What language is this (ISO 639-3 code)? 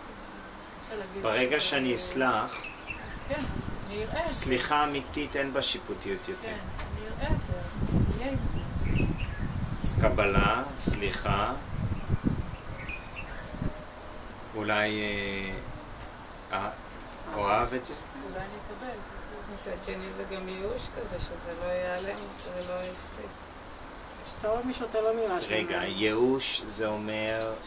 heb